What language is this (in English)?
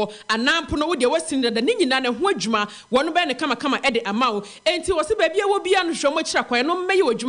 Akan